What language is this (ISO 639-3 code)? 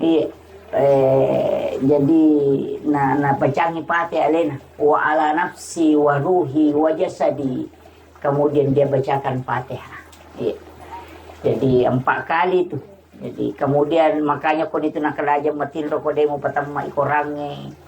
bug